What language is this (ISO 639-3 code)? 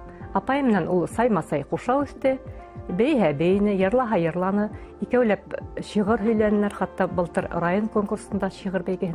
bak